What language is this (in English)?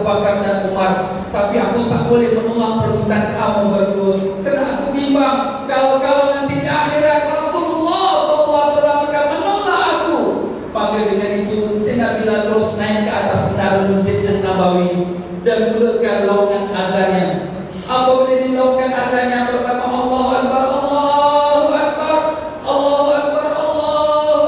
Malay